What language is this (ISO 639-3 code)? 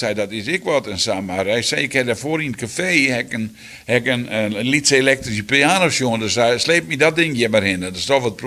fry